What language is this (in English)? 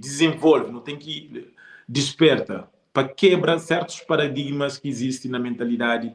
Kabuverdianu